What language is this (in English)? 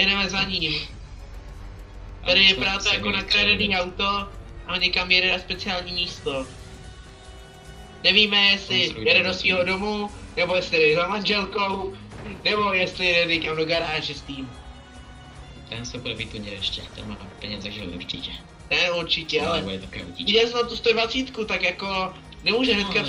Czech